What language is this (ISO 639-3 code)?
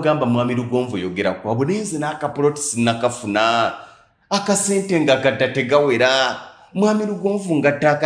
lug